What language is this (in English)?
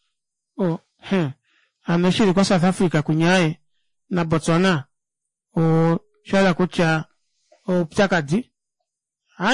Kuanyama